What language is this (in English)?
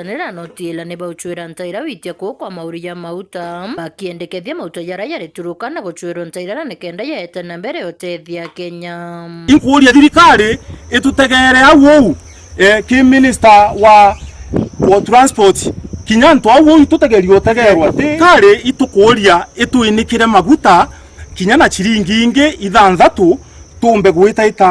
Meru